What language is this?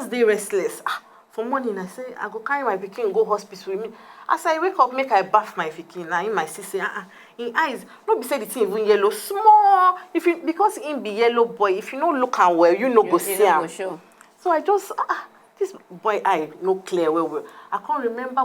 Nigerian Pidgin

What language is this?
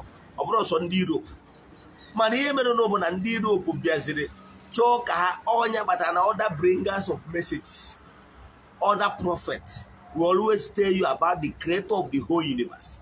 Igbo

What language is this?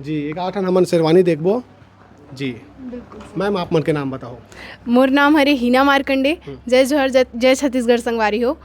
Chhattisgarhi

